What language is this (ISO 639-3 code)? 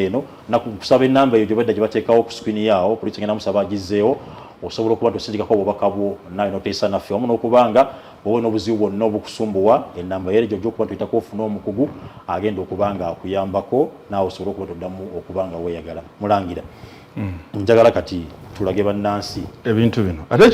lug